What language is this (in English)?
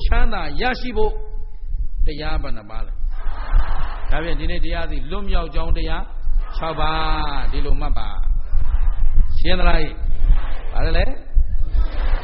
Burmese